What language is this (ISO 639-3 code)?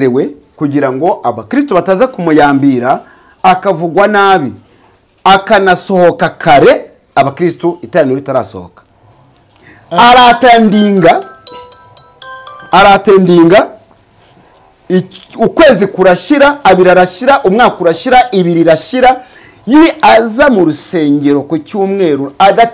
kin